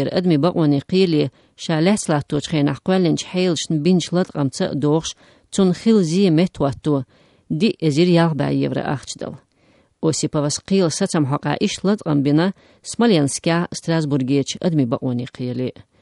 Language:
Chechen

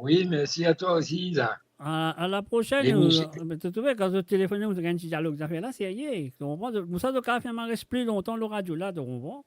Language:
Morisyen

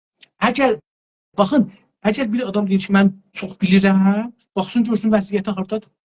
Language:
South Azerbaijani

